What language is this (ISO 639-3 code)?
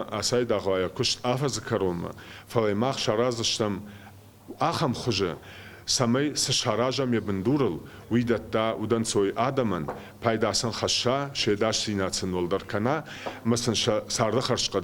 oss